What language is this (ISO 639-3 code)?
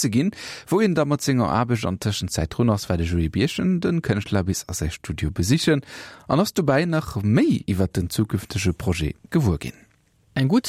ltz